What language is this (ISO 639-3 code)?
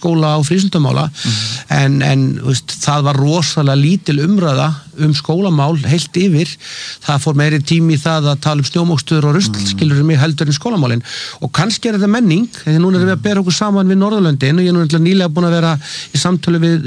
isl